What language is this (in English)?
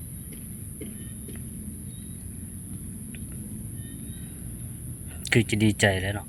Lao